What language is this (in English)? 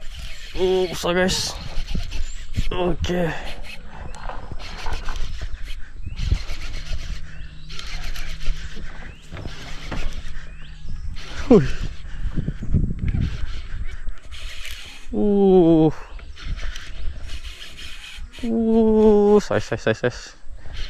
Malay